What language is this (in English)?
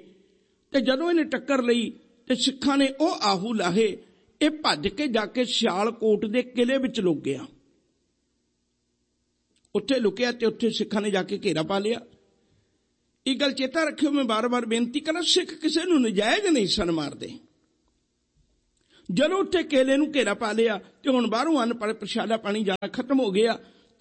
Punjabi